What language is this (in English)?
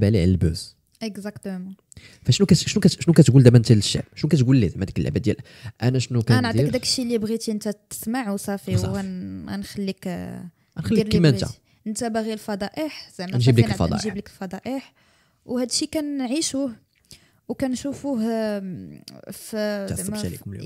Moroccan Arabic